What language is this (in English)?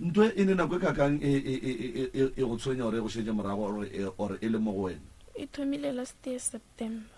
Northern Sotho